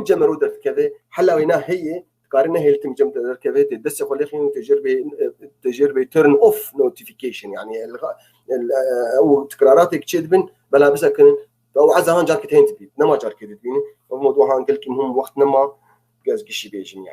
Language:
North Levantine Arabic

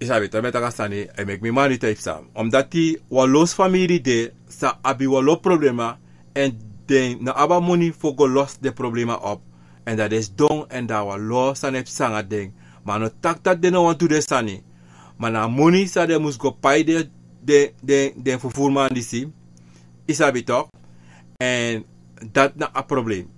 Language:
Sranan Tongo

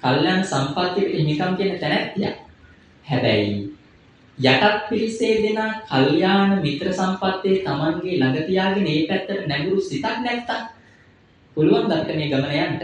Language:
Sinhala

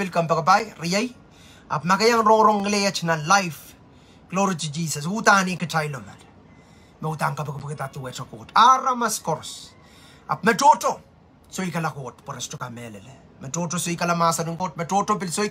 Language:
Pohnpeian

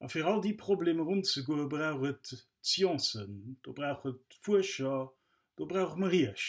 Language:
Luxembourgish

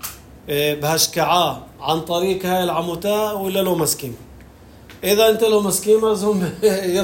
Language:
North Levantine Arabic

